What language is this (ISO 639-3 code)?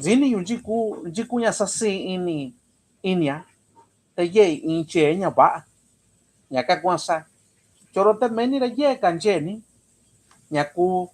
mix